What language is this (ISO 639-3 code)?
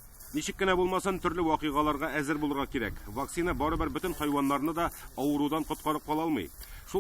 tat